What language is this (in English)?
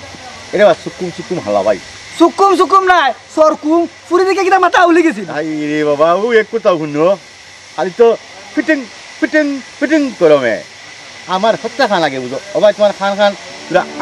Sylheti